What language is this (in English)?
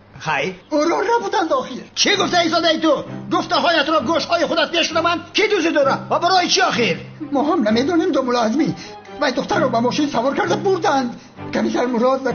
Tajik